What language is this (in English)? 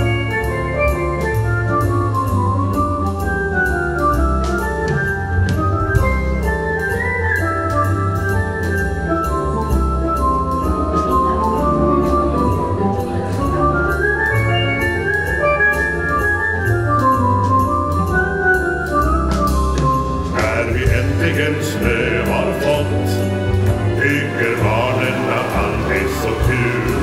Swedish